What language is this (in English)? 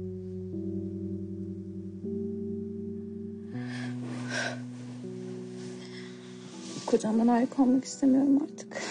Turkish